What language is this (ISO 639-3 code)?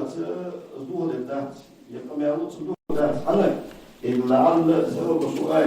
inh